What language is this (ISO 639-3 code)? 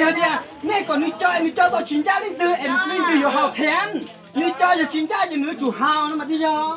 hmn